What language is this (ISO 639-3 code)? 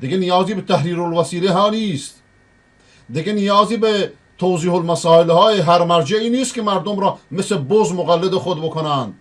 fas